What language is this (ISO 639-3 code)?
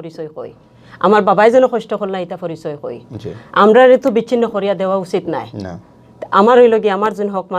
syl